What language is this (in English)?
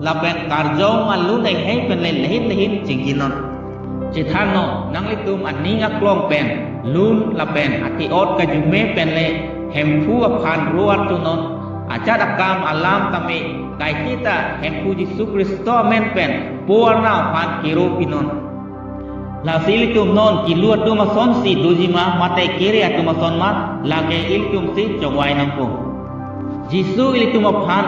Karbi